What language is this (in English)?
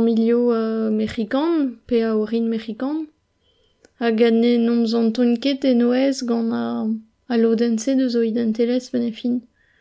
Breton